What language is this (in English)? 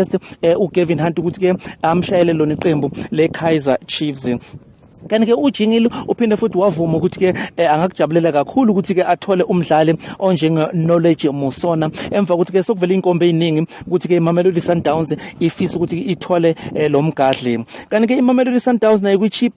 Zulu